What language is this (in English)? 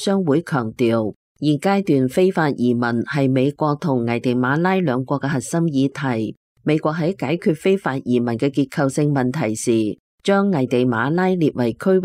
Cantonese